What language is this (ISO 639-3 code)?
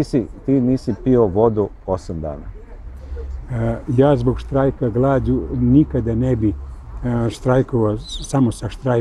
srp